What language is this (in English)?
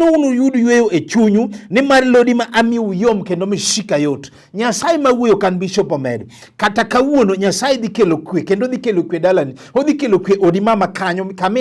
Luo (Kenya and Tanzania)